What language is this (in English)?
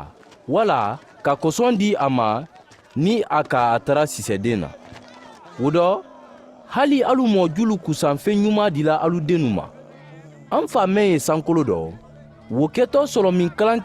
Mandingo